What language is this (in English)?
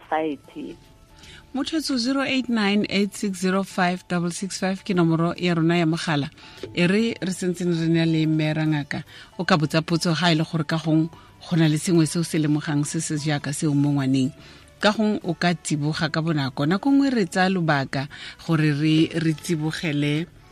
Tswana